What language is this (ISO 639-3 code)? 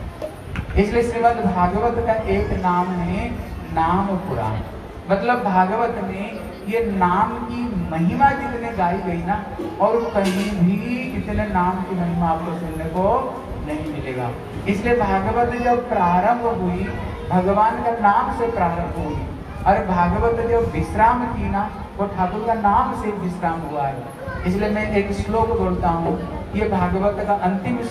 hin